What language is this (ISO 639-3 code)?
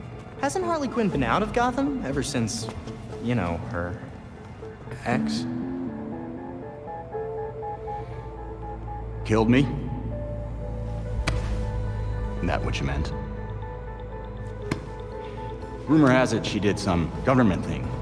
eng